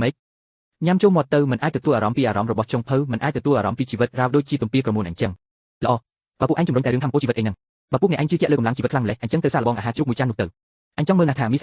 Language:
Khmer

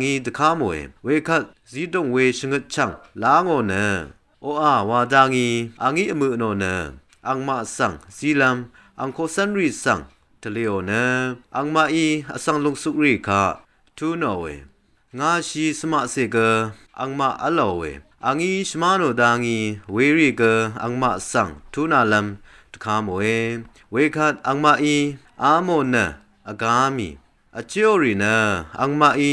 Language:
Rawang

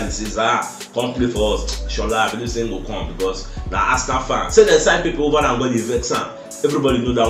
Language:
Nigerian Pidgin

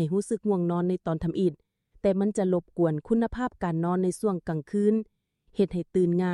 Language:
Lao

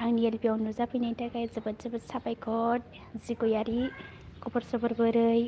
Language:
Bodo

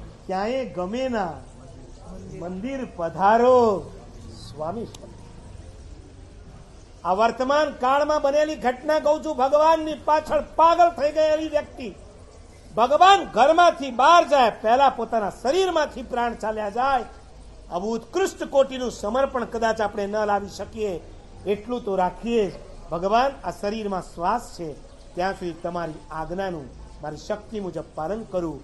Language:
Gujarati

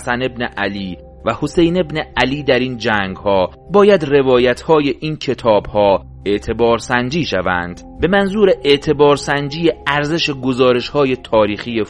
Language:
Persian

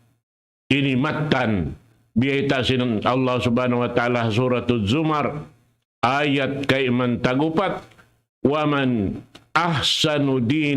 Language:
Tausug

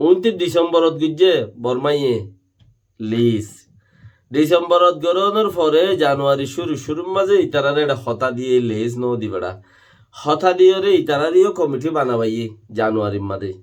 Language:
Rohingya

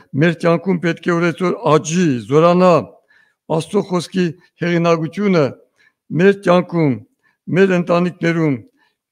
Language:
Armenian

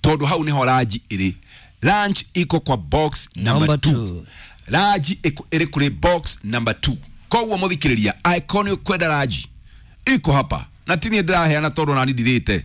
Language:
Kikuyu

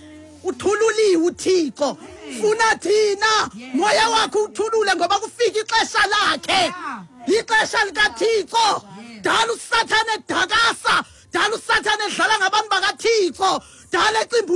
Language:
Xhosa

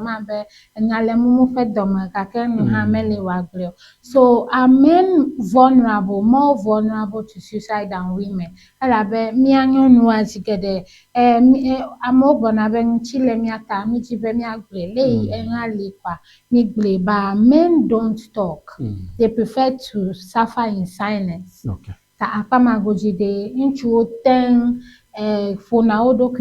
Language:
Ewe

